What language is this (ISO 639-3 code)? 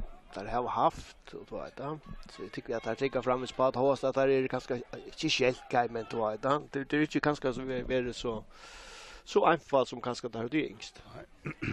fao